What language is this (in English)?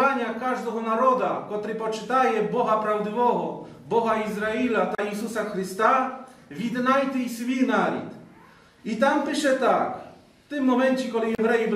Rusyn